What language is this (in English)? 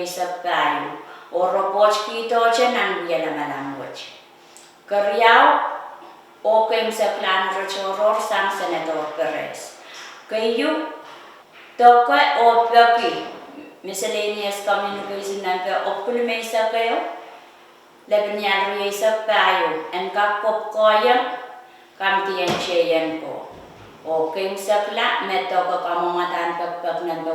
Pohnpeian